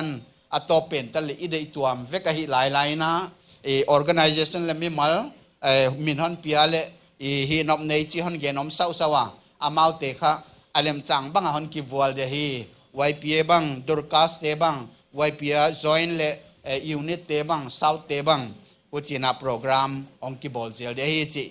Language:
Paite Chin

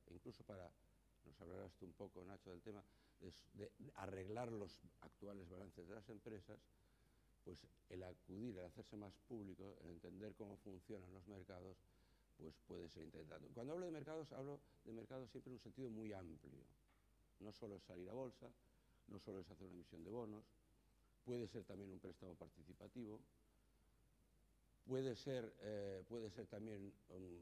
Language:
Spanish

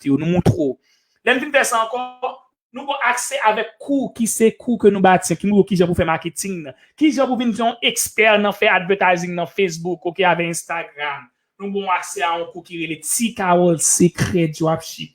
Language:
Haitian Creole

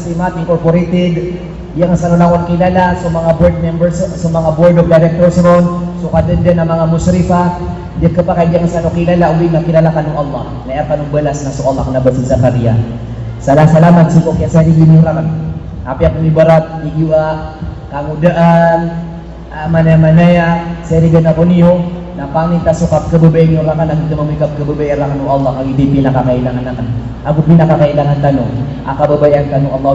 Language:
Maranao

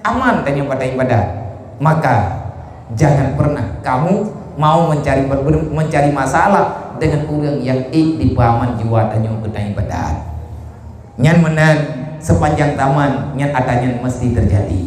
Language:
Achinese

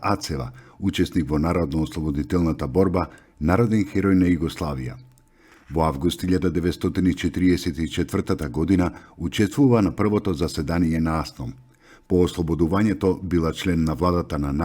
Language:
Macedonian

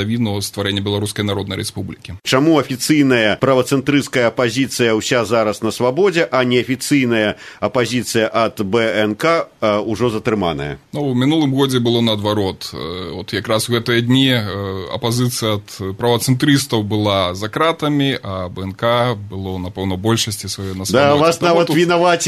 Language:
Belarusian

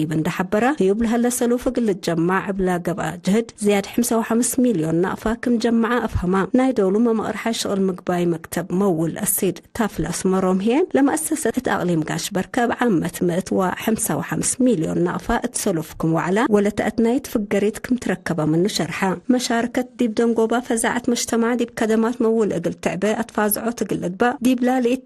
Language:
Tigre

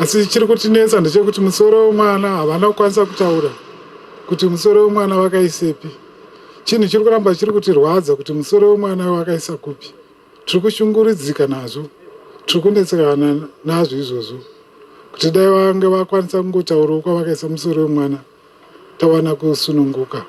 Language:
Shona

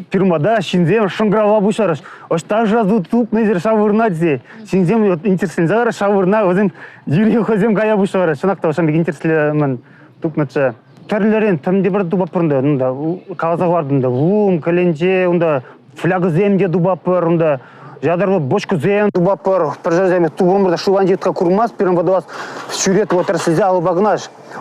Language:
Chuvash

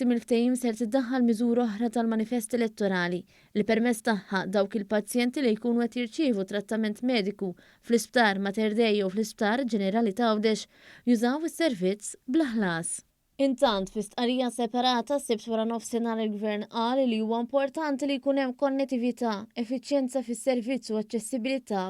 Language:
Maltese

